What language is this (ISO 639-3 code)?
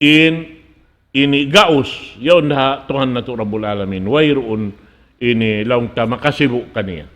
tsg